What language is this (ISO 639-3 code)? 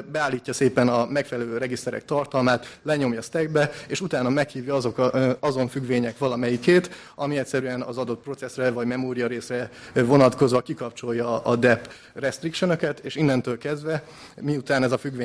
hun